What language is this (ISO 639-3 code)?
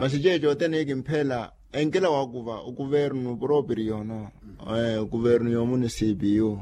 vmw